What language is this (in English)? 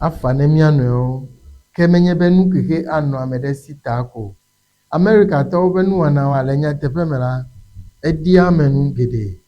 Ewe